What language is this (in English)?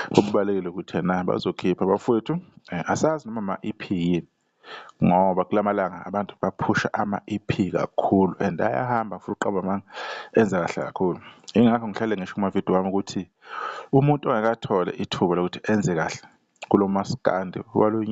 Zulu